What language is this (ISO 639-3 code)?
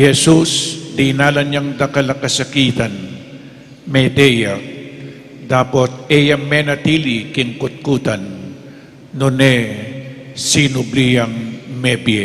pam